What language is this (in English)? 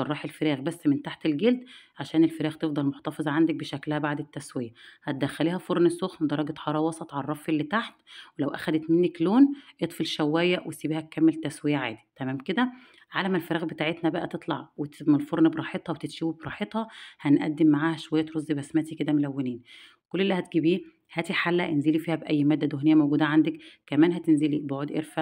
Egyptian Arabic